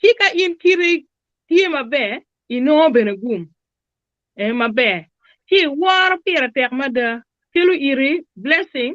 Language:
Acoli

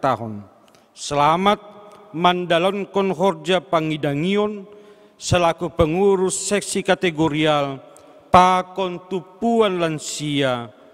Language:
Batak Simalungun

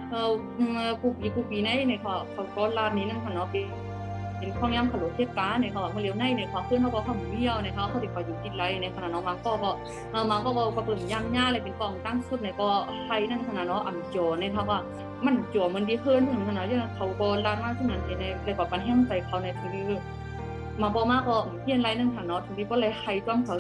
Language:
Shan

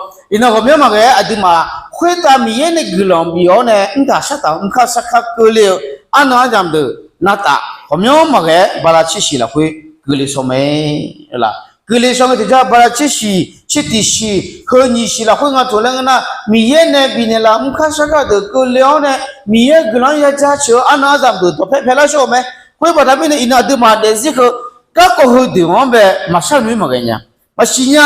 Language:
Akha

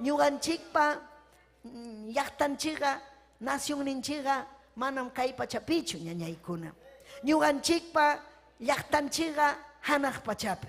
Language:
Ayacucho Quechua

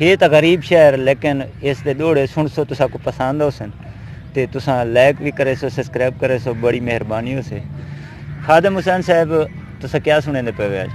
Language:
Saraiki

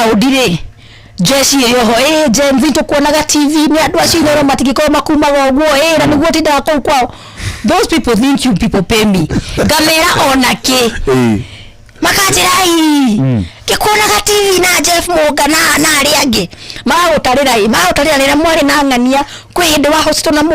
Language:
Kikuyu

